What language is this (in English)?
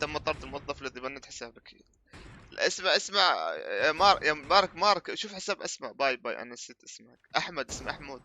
North Levantine Arabic